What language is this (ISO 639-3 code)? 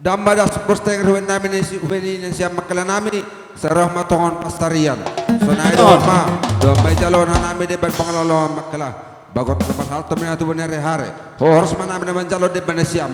bts